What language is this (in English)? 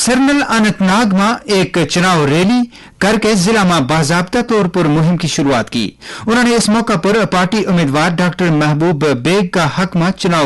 Gujari